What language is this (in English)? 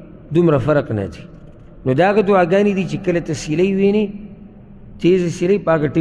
Pashto